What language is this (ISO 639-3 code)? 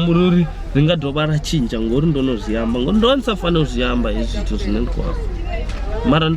ven